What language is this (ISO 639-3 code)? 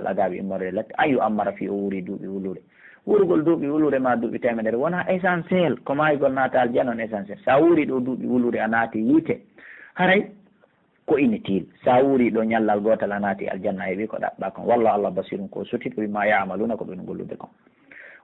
fuf